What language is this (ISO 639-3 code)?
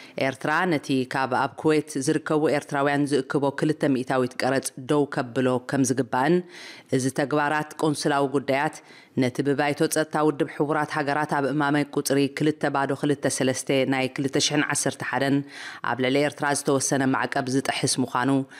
tir